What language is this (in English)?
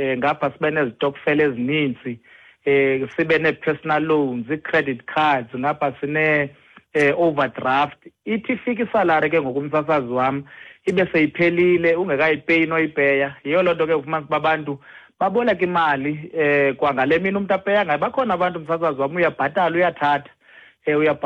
Xhosa